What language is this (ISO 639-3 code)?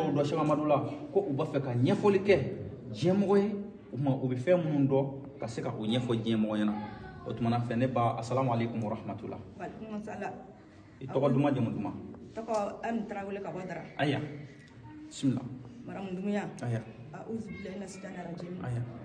bam